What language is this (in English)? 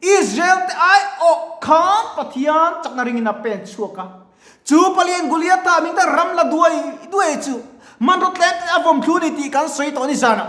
Mizo